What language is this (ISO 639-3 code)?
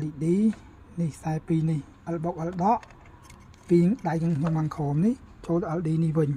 khm